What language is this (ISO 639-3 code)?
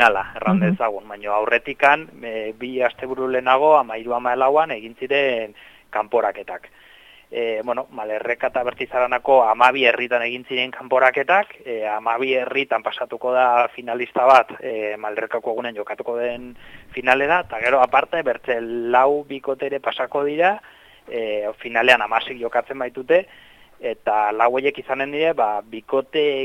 eus